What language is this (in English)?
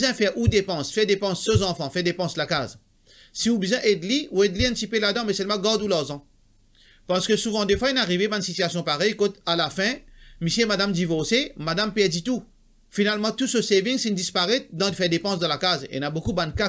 Morisyen